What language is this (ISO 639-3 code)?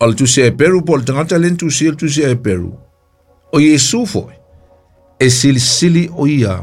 smo